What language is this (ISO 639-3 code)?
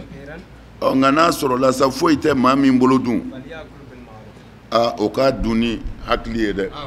bam